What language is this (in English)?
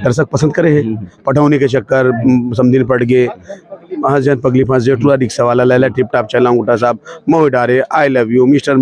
Chhattisgarhi